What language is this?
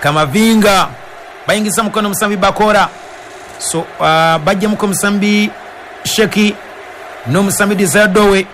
Ganda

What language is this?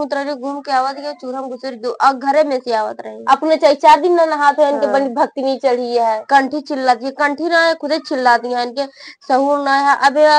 Awadhi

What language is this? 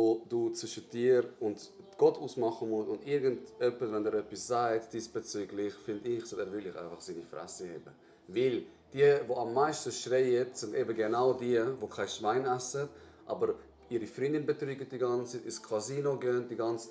Swiss German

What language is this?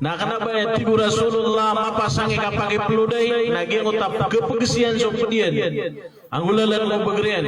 Maranao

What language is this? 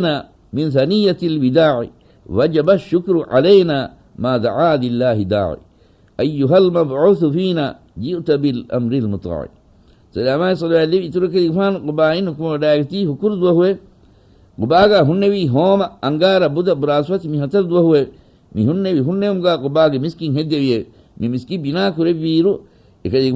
Divehi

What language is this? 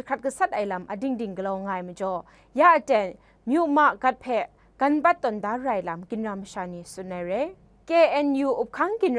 Kachin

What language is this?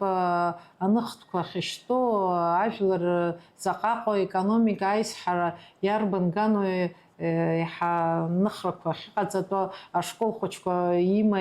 Abkhazian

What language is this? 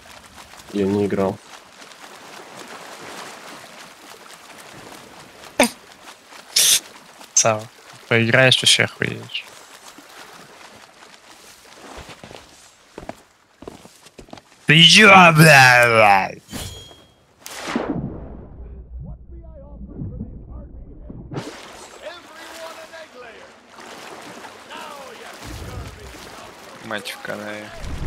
Russian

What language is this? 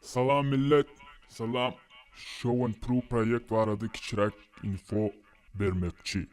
Turkmen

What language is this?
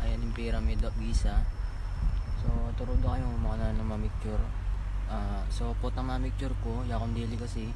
Pampanga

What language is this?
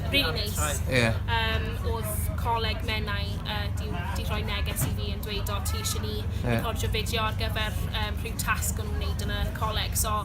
Welsh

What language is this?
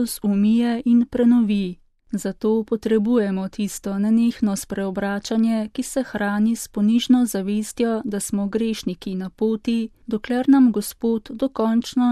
Slovenian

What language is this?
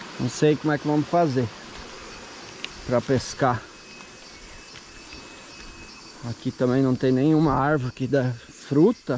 Portuguese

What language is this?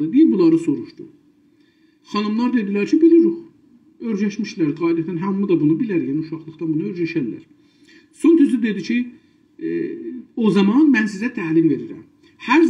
South Azerbaijani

